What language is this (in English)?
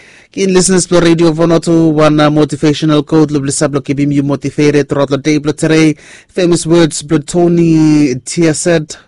Bislama